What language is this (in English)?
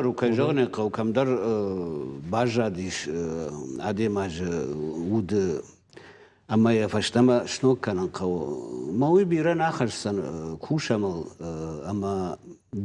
Ossetic